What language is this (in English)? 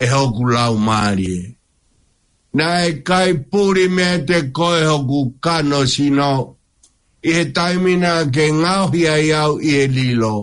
Tongan